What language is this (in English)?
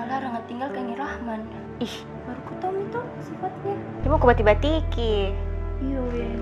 Makassar Malay